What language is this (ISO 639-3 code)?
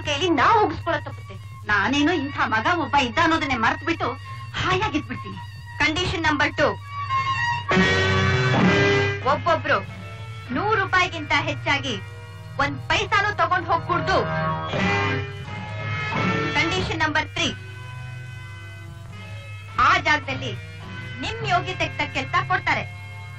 kan